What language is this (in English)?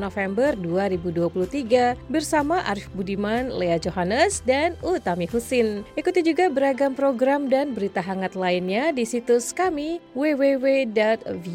Indonesian